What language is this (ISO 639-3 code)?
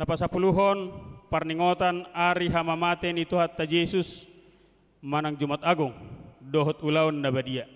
bbc